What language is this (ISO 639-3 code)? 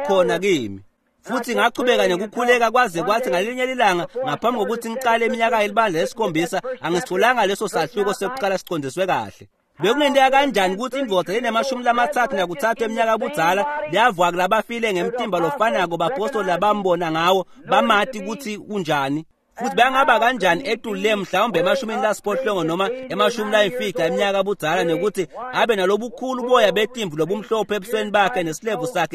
ssw